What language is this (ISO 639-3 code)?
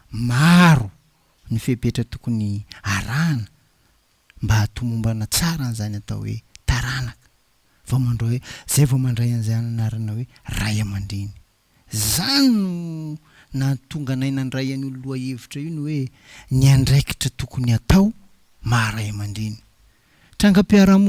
mlg